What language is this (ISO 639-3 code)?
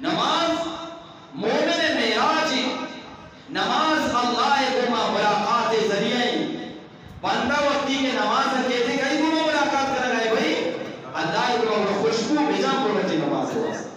bgp